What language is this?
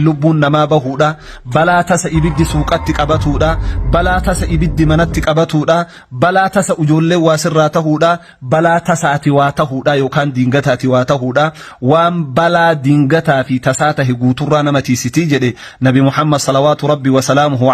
Oromo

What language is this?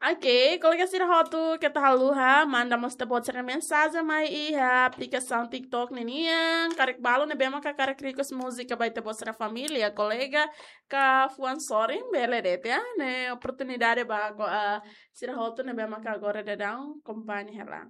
Tetum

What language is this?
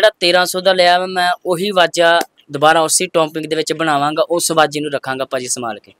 Punjabi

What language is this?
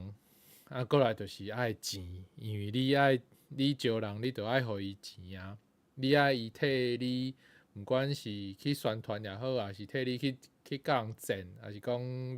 Min Nan Chinese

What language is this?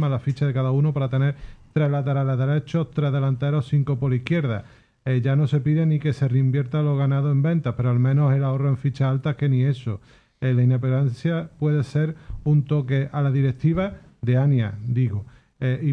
Spanish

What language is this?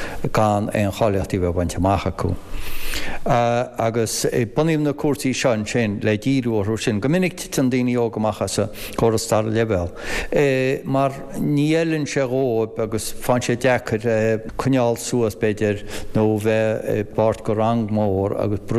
Irish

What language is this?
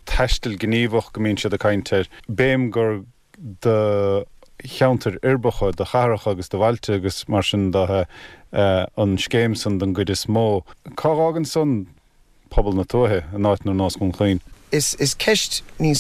Irish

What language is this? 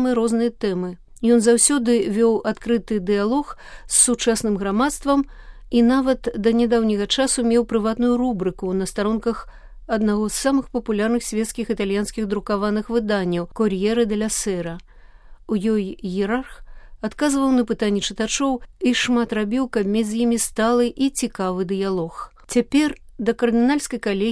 Belarusian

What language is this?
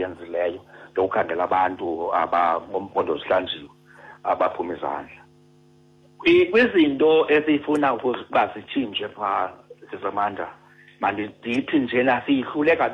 Xhosa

